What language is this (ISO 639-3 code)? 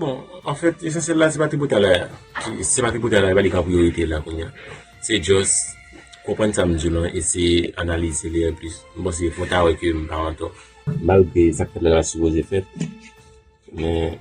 hat